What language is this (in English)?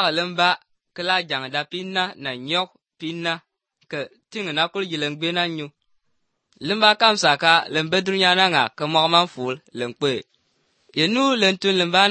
Slovenian